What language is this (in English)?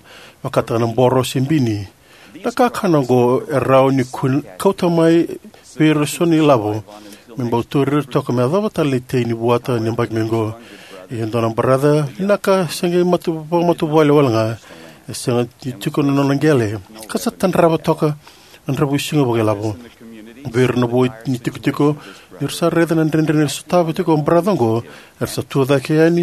Fijian